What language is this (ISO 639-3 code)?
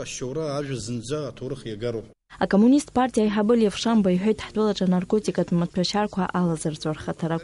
abk